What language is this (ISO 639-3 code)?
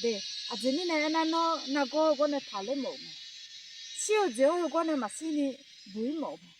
ahk